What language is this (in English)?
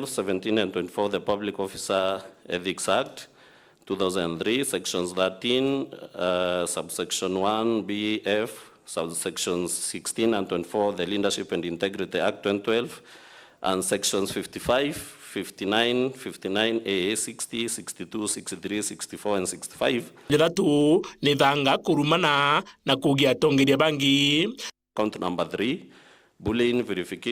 Meru